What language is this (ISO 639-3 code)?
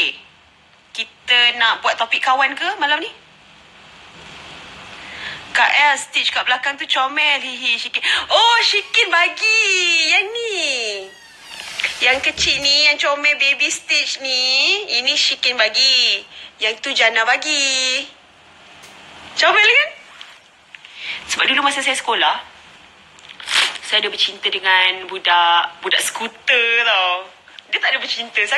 msa